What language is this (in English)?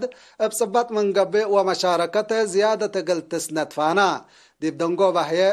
Tigre